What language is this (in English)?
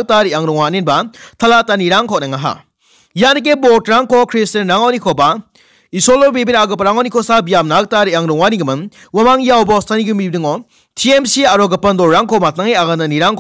Garo